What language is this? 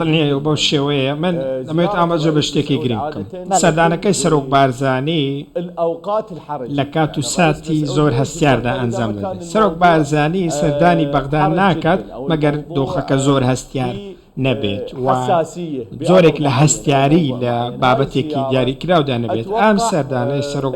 Central Kurdish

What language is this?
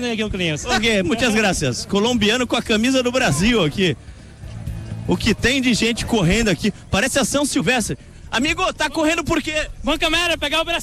Portuguese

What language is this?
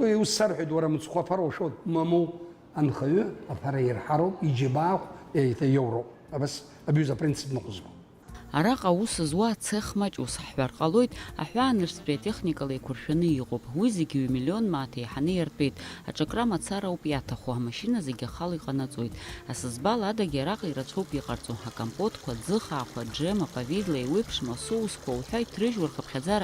Abkhazian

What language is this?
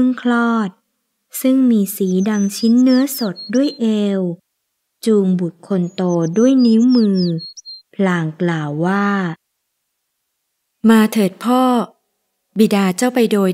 Thai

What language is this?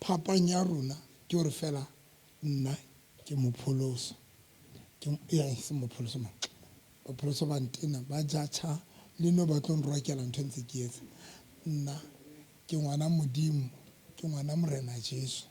Southern Sotho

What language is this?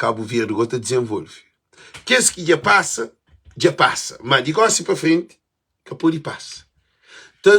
Kabuverdianu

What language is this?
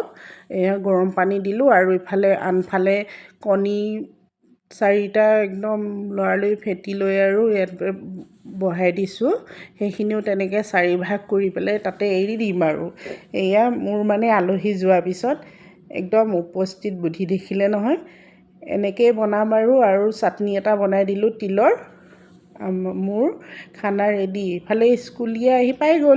Assamese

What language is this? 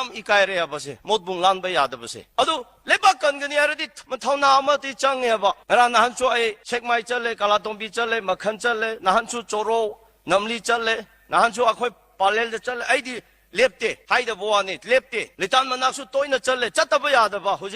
Manipuri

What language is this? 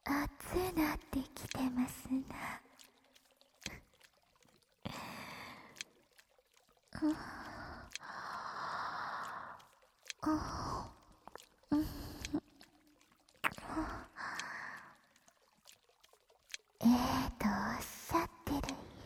Japanese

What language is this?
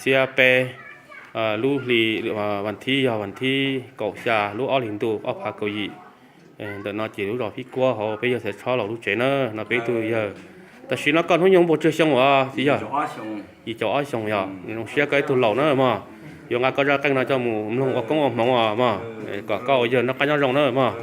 Hmong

